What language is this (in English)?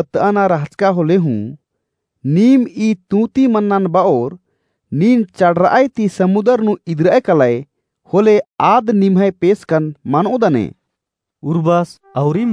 Kurukh